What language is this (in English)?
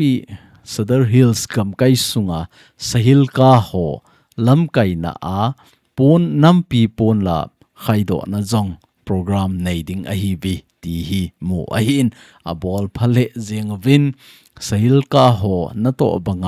Thado Chin